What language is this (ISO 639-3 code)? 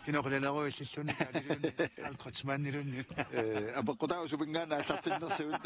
kal